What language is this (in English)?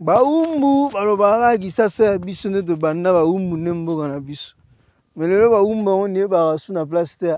Lingala